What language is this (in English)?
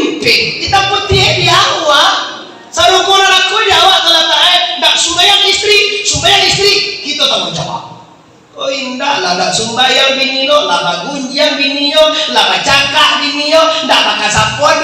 Minangkabau